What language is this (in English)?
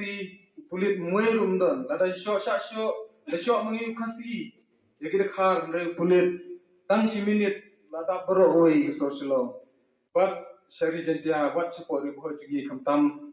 Khasi